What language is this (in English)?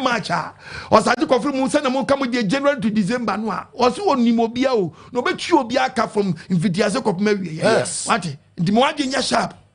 Akan